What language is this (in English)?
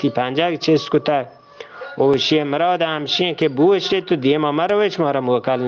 Eastern Balochi